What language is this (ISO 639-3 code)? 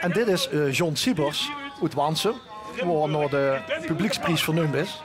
lim